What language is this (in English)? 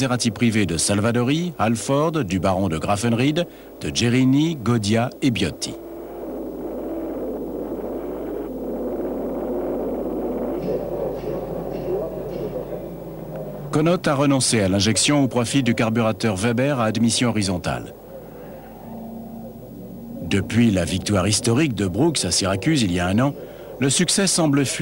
French